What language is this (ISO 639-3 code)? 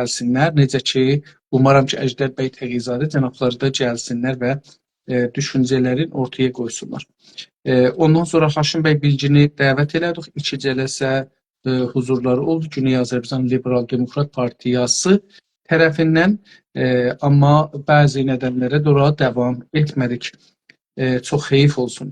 azb